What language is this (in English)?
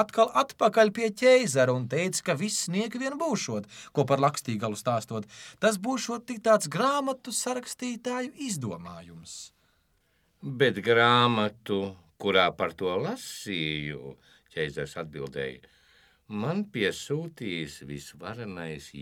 Latvian